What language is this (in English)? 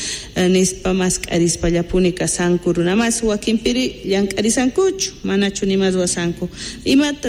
Quechua